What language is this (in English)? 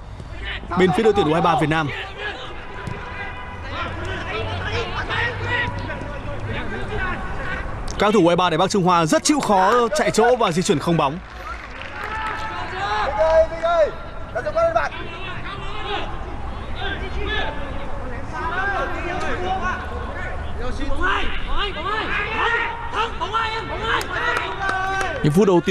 Vietnamese